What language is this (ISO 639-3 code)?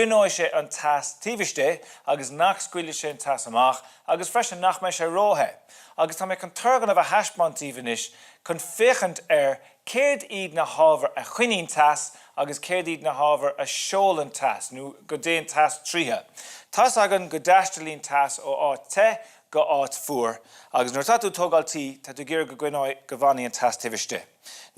gle